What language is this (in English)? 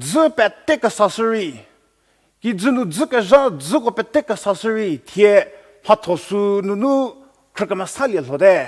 Angami Naga